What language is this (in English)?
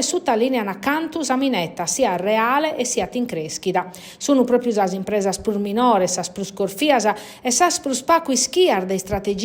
Sardinian